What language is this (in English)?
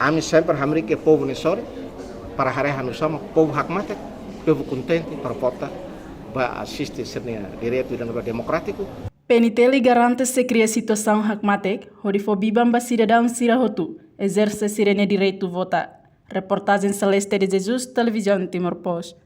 Tetum